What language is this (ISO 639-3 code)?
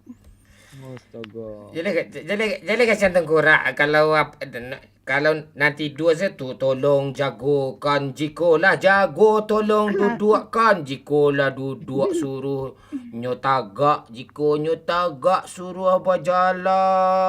min